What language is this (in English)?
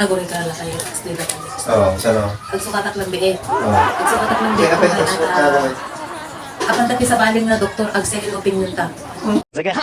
Iloko